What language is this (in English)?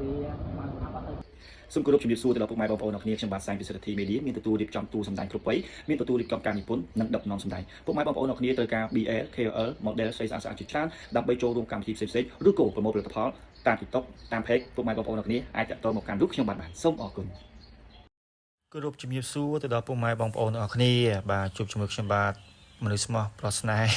Khmer